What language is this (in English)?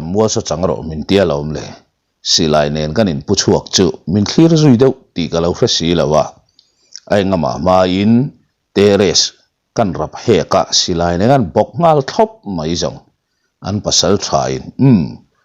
Mizo